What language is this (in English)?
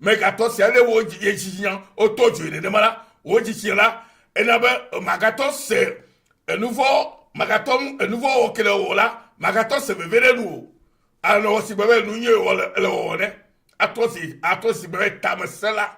Ewe